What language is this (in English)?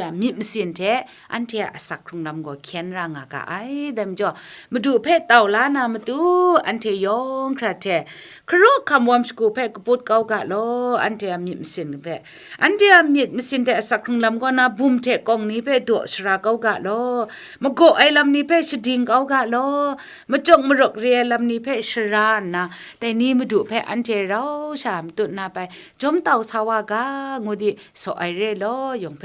Kachin